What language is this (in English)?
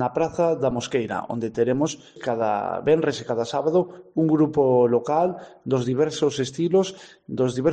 Galician